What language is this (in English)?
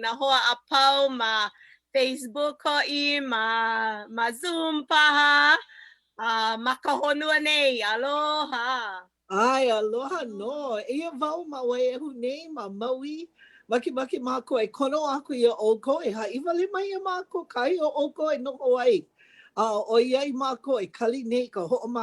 Hawaiian